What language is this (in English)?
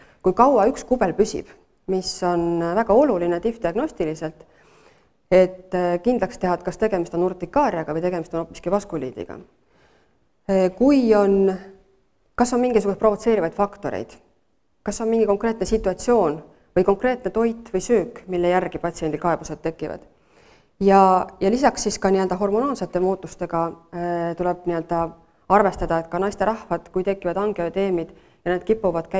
Estonian